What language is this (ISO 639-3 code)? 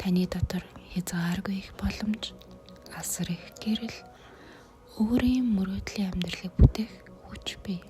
mon